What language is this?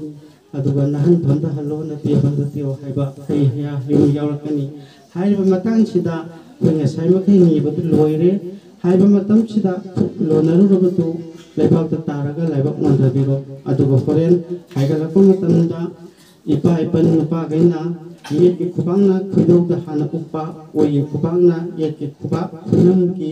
Manipuri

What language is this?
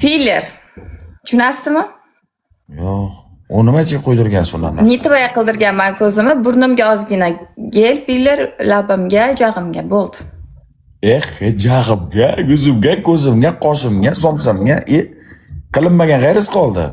Uzbek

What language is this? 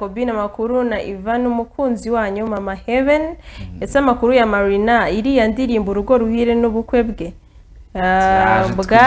Kinyarwanda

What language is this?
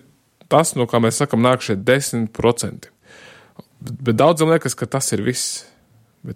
Latvian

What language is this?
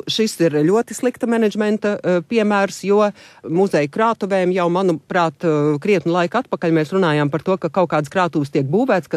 Latvian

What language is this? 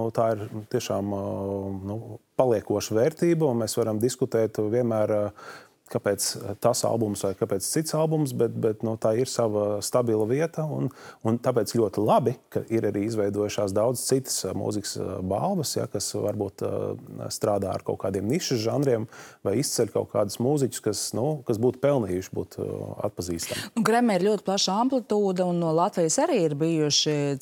Latvian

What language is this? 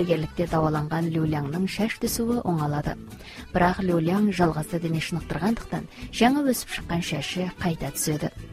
Kazakh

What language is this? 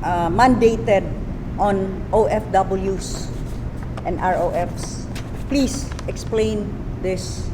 Cebuano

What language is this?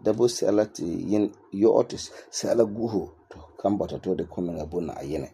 Frafra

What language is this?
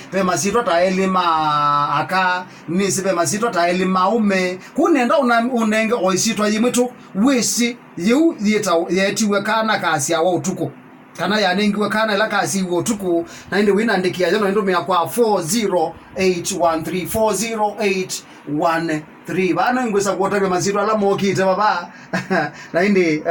Kamba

